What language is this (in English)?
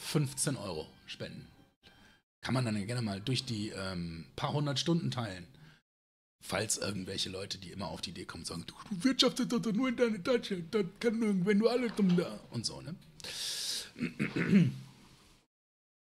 German